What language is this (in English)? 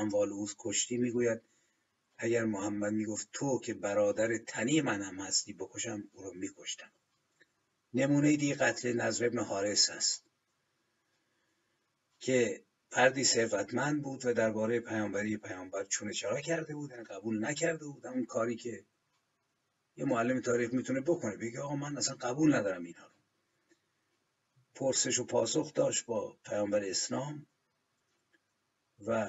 Persian